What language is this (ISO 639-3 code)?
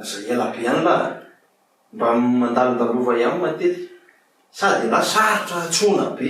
mlg